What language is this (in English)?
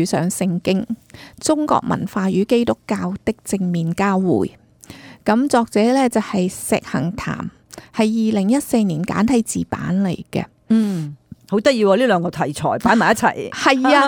Cantonese